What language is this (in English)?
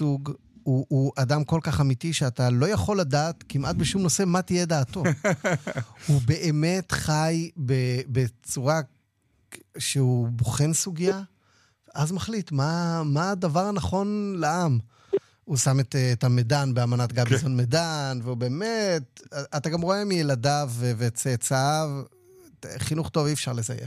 Hebrew